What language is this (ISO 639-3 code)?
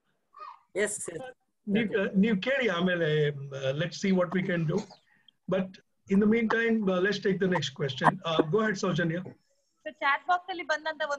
kan